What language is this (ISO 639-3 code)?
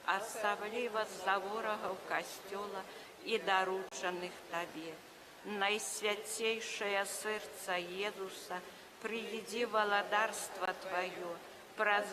bel